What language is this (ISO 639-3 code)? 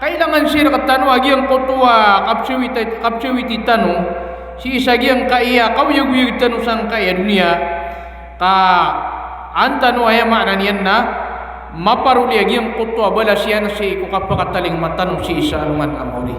mrw